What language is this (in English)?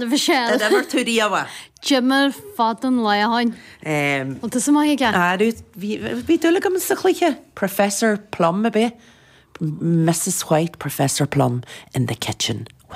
Irish